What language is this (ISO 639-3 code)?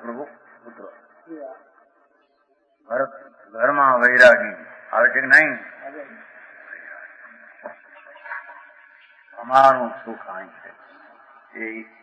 guj